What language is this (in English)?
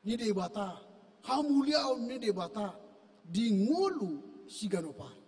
Batak Toba